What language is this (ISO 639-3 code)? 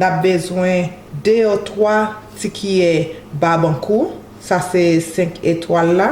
hat